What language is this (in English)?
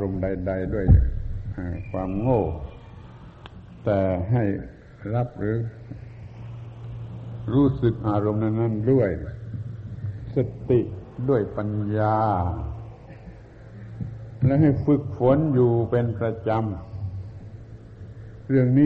Thai